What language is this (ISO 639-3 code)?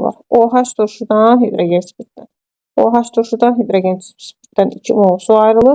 aze